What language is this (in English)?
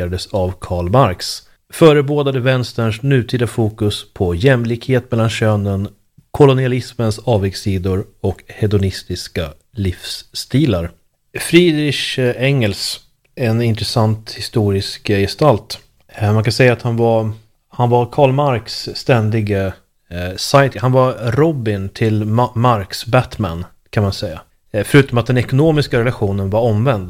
Swedish